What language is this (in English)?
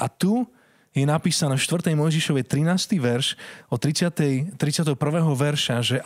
Slovak